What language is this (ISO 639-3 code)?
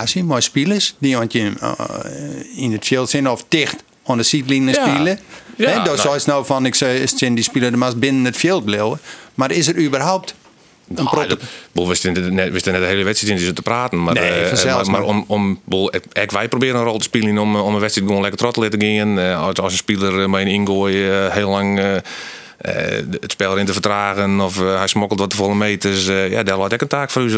fry